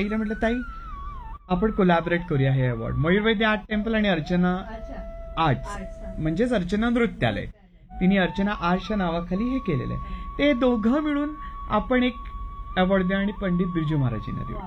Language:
Marathi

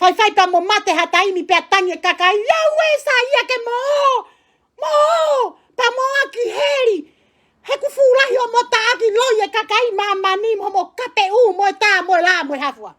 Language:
Tongan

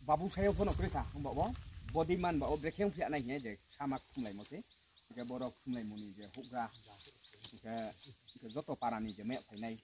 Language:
Riang (India)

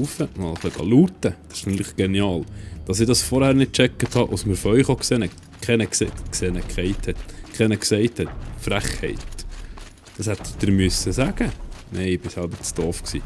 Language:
Swiss German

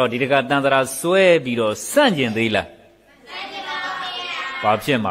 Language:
Burmese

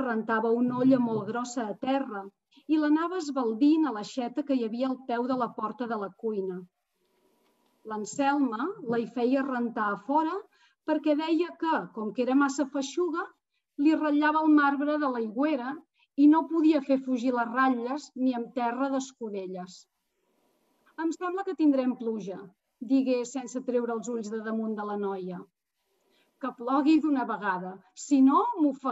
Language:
Catalan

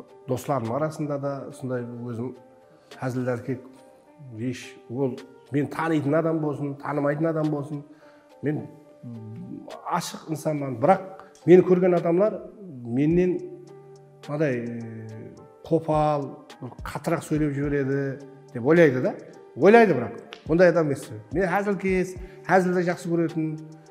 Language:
Kara-Kalpak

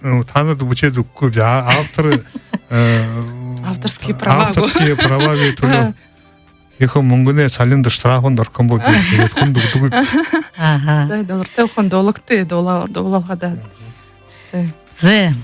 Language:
Buriat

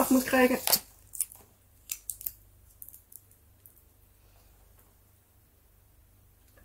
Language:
Dutch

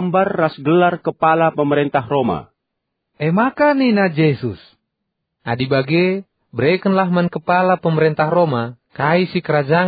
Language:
Batak Karo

